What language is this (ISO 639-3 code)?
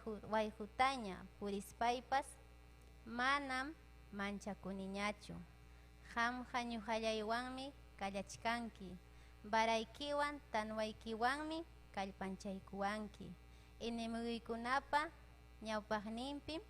quy